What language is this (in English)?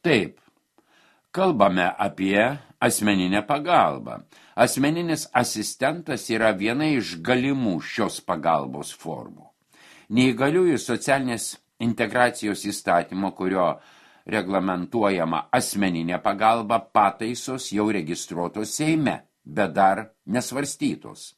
Lithuanian